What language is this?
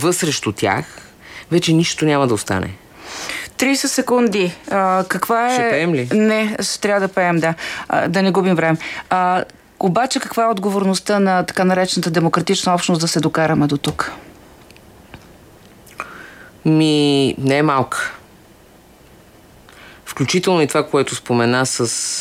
Bulgarian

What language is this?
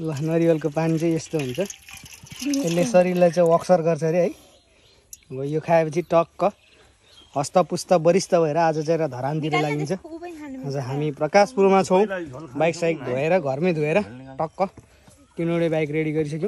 Nepali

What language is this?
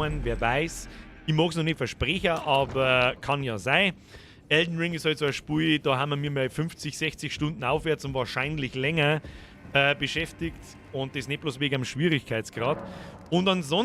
Bavarian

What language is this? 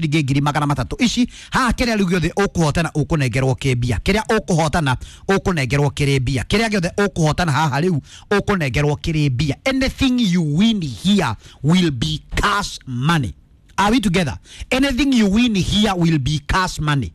Kikuyu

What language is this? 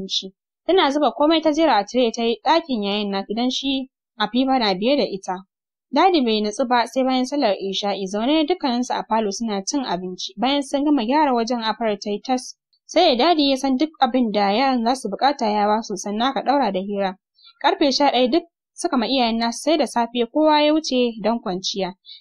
Hausa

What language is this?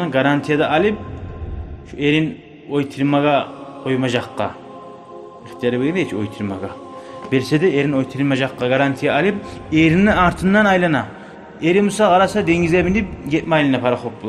Kumyk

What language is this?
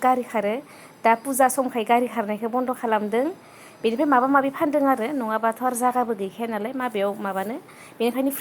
Bodo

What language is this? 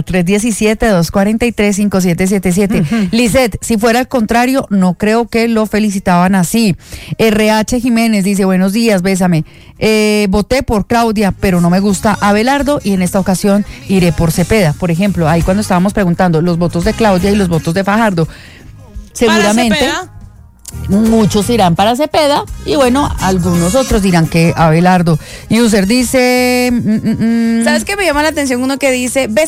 Spanish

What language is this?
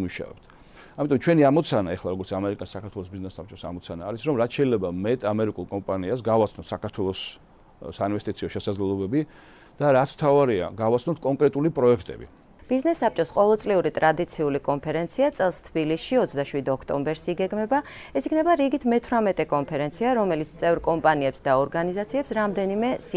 Georgian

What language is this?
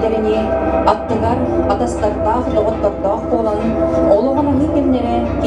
Yakut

